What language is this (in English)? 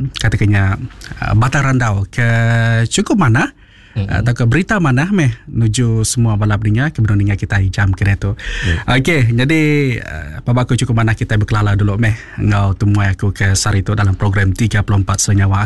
Iban